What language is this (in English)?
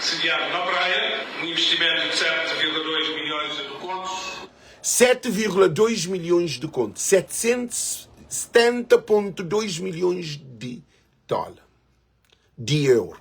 Kabuverdianu